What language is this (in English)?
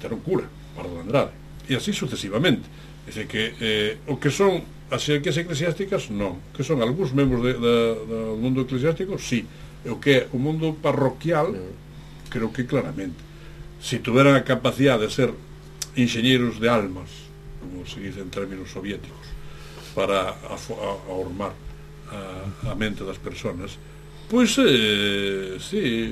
Galician